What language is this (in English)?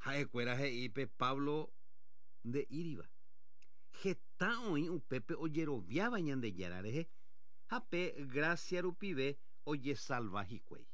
Guarani